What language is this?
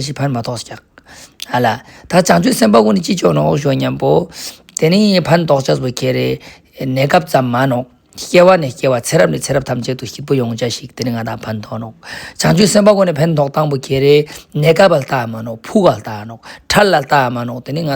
Ladakhi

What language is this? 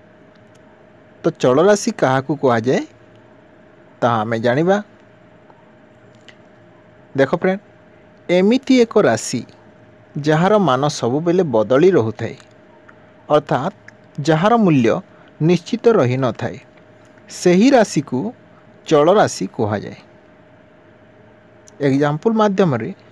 Odia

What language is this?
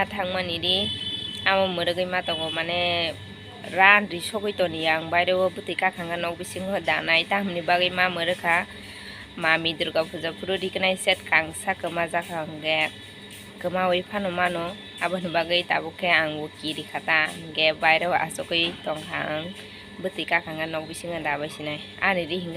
Kok Borok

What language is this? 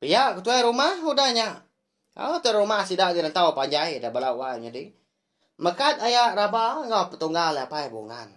Iban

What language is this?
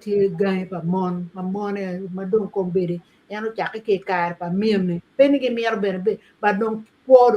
Acoli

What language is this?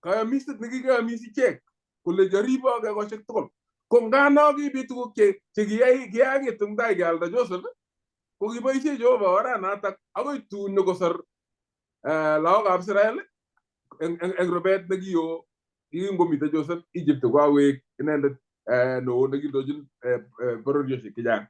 Kalenjin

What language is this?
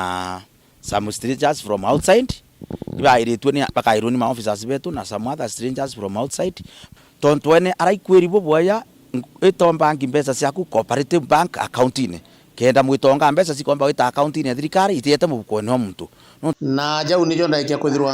Meru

